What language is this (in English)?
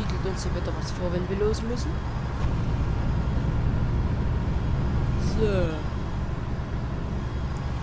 German